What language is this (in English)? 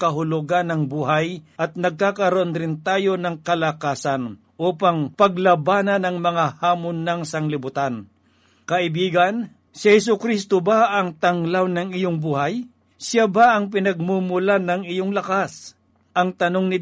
Filipino